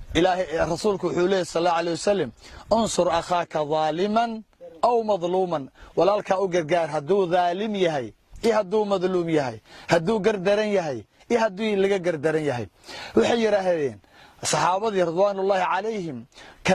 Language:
Somali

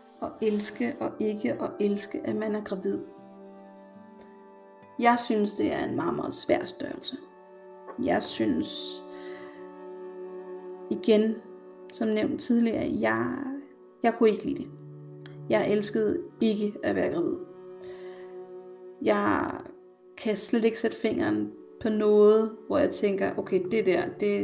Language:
Danish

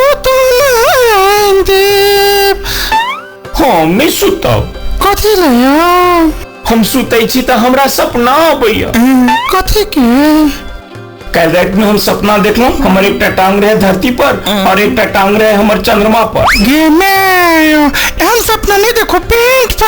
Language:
Maithili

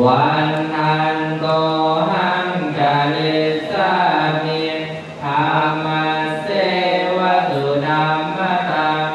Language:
Pali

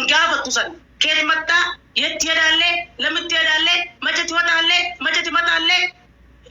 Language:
Oromo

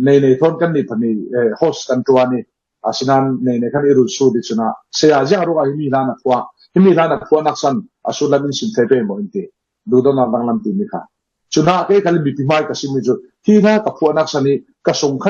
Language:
Falam Chin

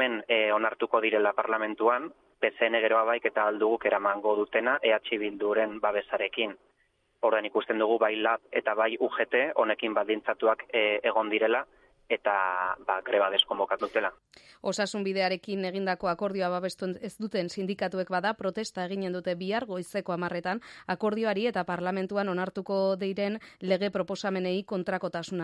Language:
Basque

